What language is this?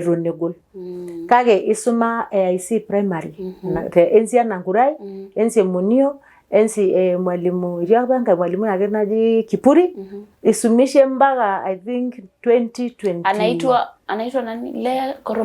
Masai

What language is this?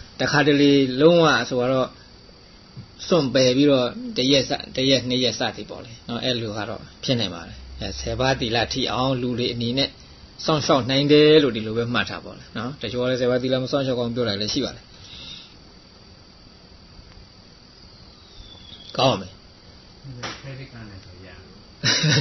Burmese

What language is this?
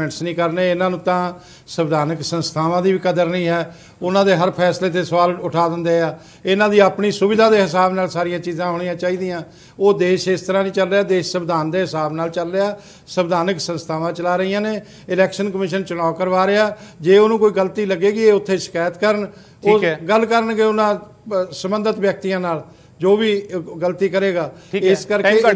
Punjabi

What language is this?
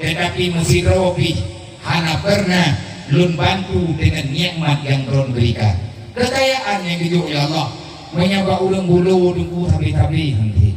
Achinese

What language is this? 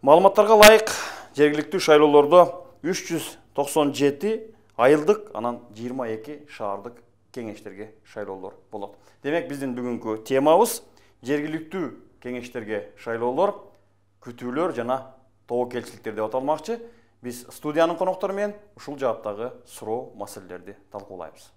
Kyrgyz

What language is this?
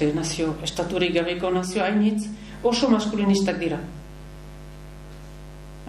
Basque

